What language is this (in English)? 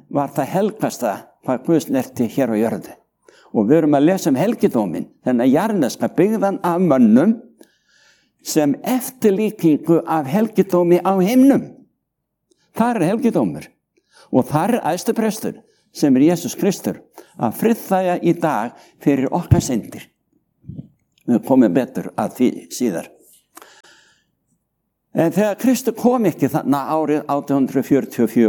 Icelandic